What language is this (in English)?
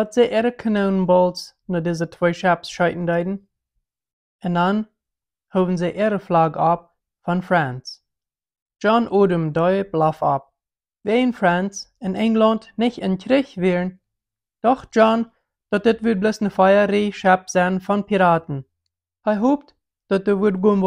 Plautdietsch